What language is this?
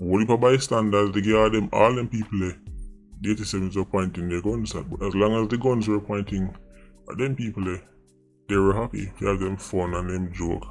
Jamaican Creole English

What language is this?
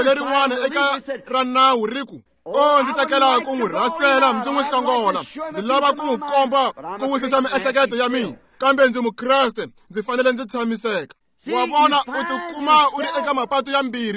Tsonga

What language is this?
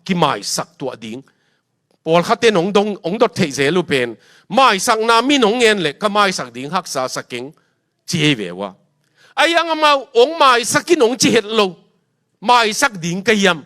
Tedim Chin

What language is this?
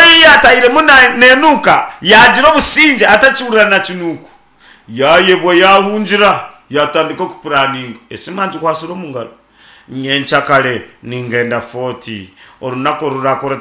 Nyankole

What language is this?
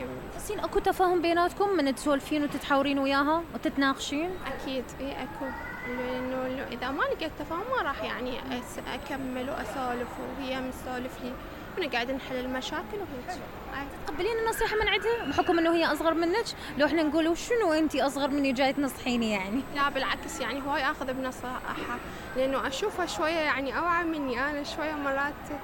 Mesopotamian Arabic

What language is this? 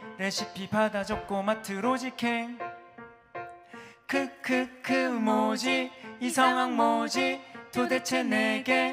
Korean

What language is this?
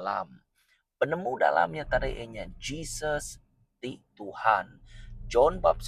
Iban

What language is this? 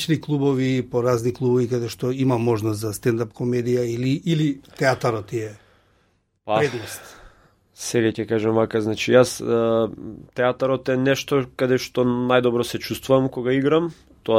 Macedonian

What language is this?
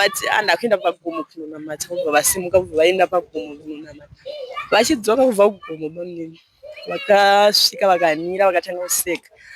Shona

